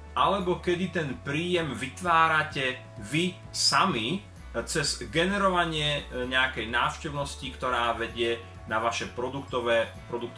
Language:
Slovak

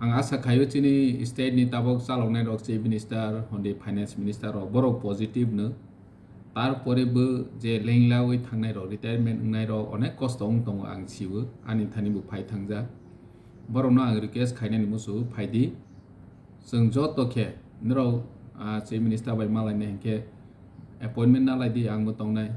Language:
Kok Borok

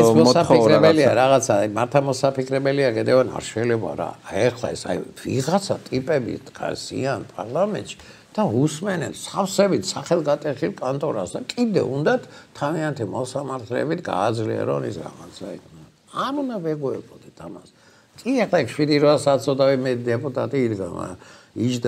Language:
Georgian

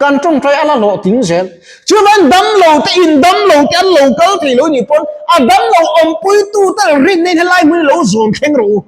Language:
Mizo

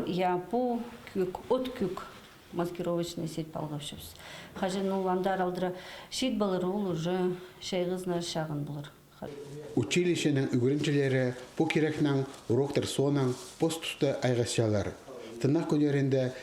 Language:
Khakas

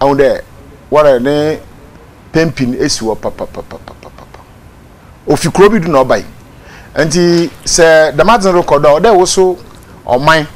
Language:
Akan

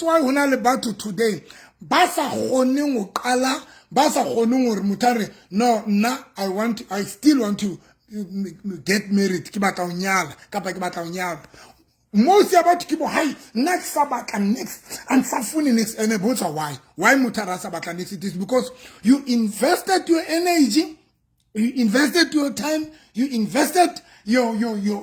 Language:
Southern Sotho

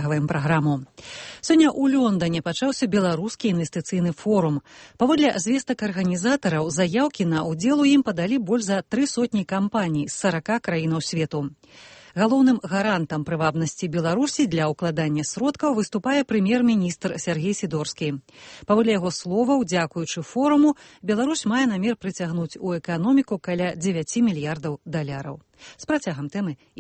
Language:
Belarusian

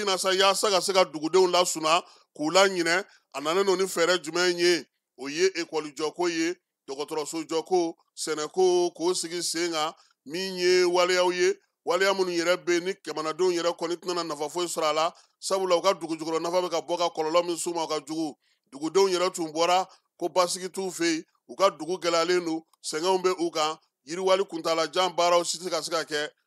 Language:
Bambara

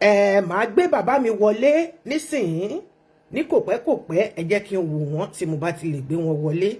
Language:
Yoruba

